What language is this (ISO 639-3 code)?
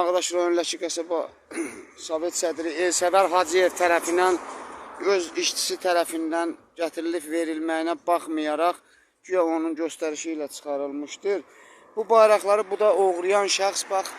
aze